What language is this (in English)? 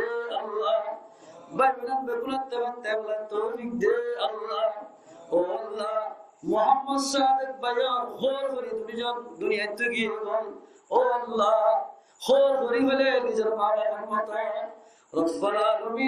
Rohingya